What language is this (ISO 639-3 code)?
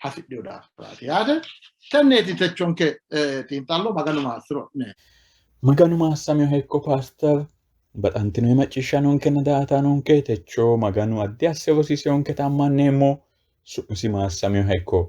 sid